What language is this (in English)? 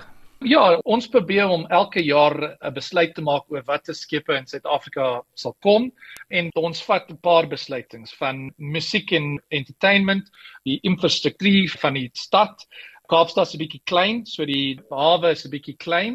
Afrikaans